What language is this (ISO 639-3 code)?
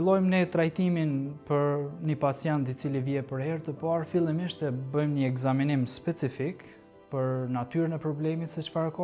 sqi